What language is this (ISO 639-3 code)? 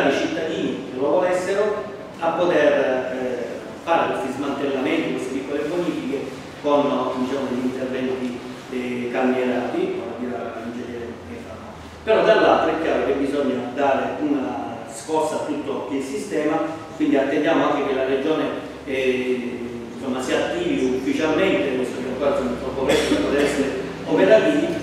ita